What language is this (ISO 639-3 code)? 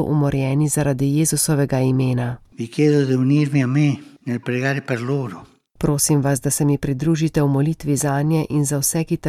slv